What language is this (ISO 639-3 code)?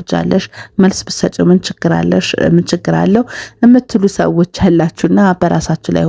amh